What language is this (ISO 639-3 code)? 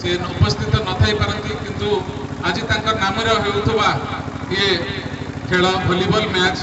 ori